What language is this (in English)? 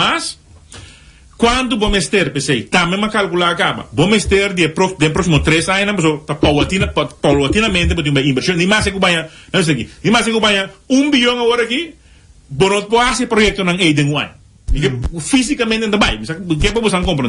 Papiamento